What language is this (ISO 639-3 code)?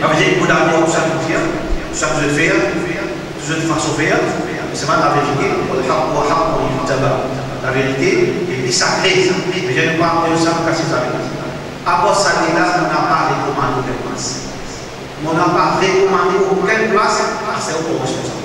mfe